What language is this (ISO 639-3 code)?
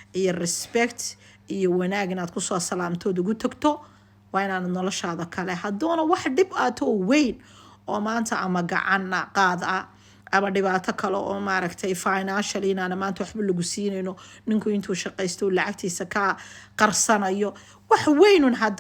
som